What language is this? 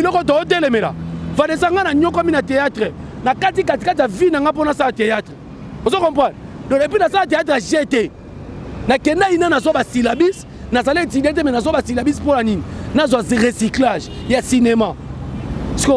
Lingala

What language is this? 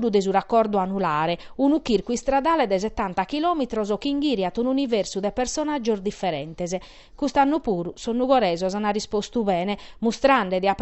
Sardinian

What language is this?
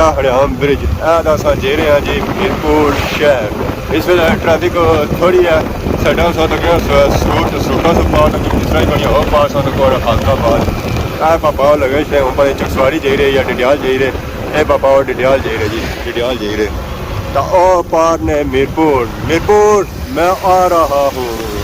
Pahari-Potwari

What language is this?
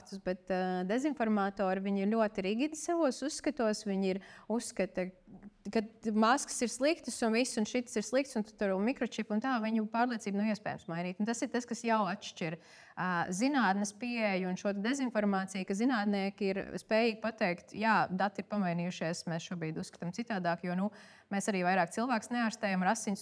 Latvian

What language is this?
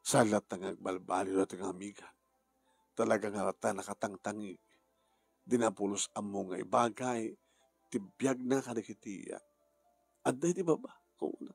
Iloko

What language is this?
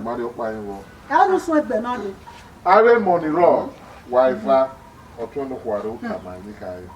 Bini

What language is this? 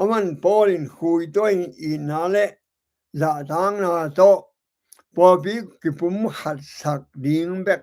Tedim Chin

